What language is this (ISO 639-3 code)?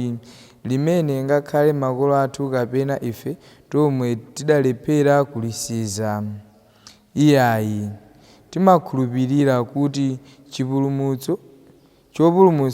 nya